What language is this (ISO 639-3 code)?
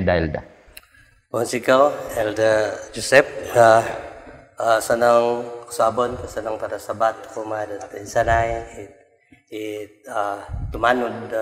dtp